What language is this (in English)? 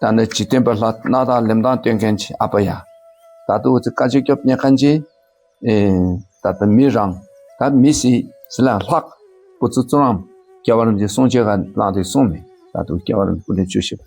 Dakpakha